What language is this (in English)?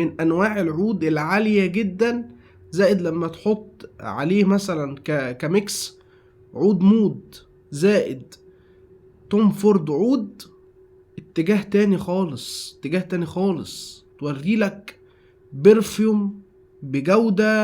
Egyptian Arabic